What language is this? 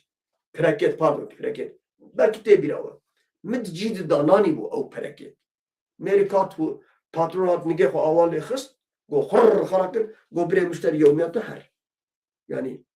Kurdish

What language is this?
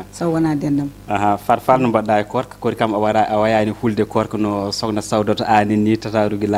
Fula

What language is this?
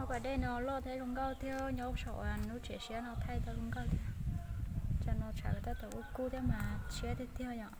Hmong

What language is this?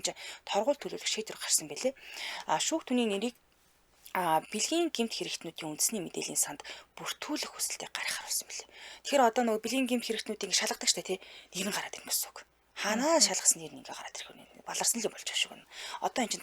Mongolian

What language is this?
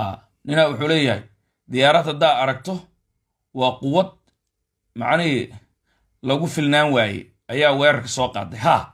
Somali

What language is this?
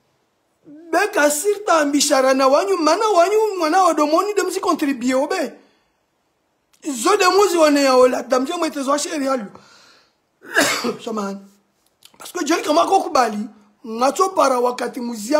Swahili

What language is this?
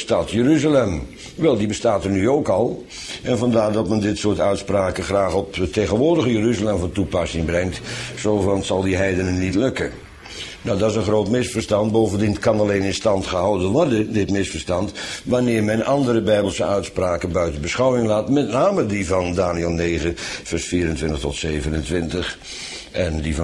Dutch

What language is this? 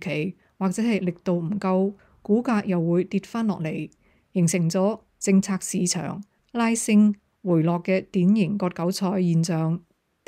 Cantonese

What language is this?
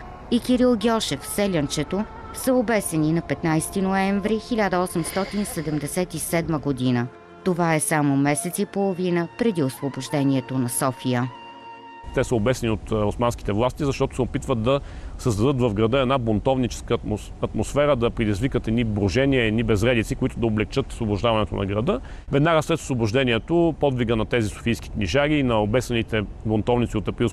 Bulgarian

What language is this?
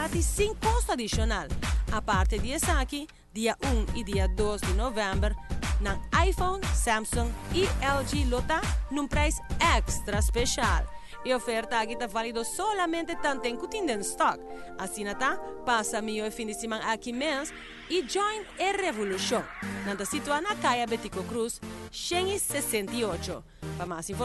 Papiamento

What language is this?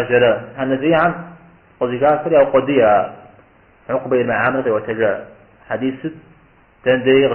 Kabardian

